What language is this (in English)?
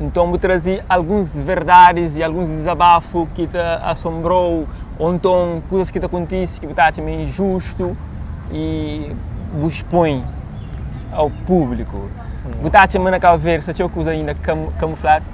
Kabuverdianu